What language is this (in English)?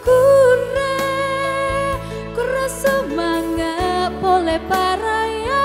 Toraja-Sa'dan